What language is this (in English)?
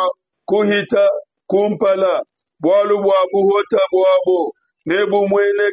Luba-Lulua